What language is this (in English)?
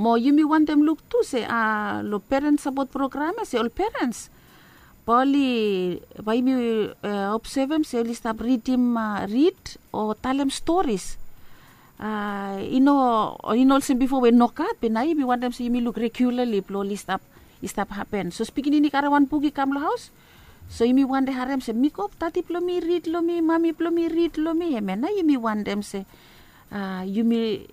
Bislama